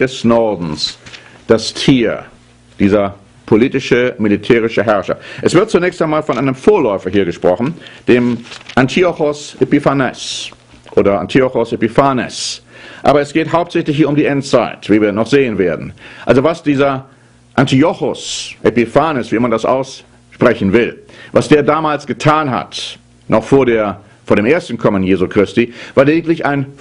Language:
German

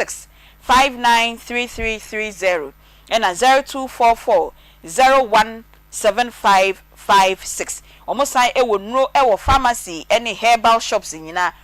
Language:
Akan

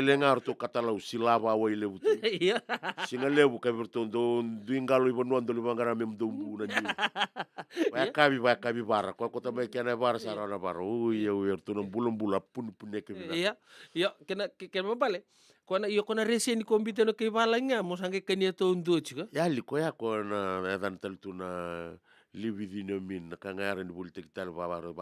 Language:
Fijian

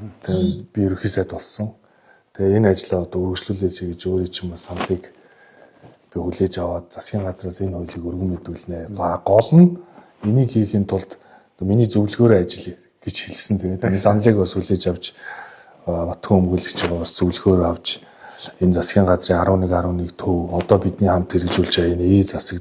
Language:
Mongolian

